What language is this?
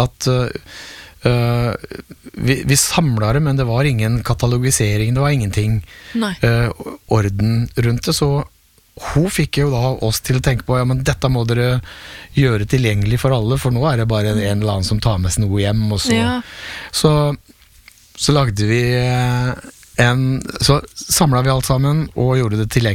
Norwegian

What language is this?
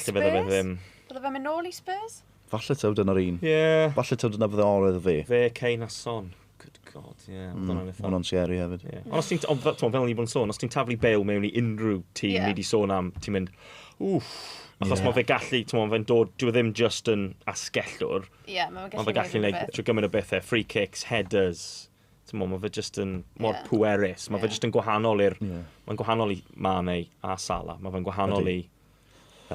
Welsh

